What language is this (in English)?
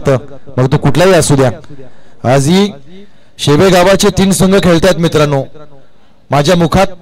Marathi